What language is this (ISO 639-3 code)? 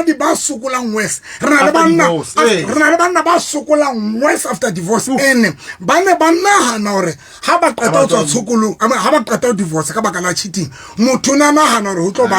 sot